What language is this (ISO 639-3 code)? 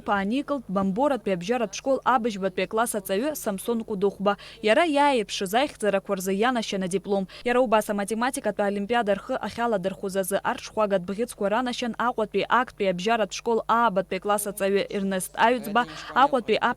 abk